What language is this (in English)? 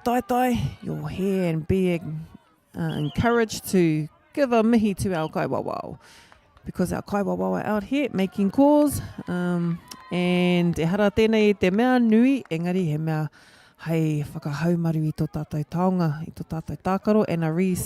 Māori